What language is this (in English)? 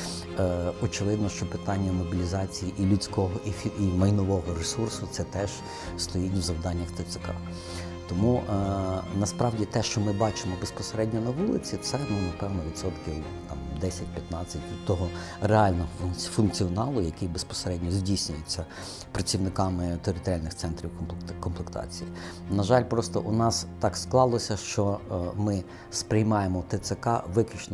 Ukrainian